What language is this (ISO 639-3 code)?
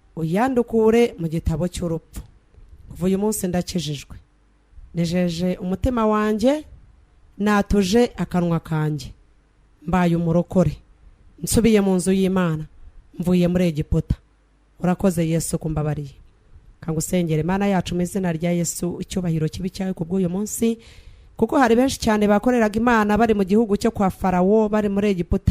kin